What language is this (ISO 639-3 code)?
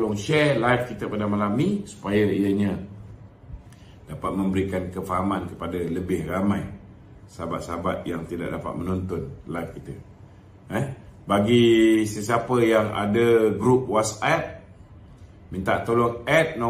msa